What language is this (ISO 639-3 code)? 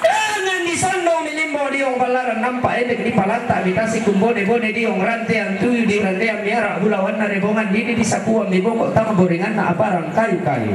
sda